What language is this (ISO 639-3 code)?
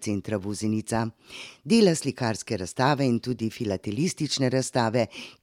slv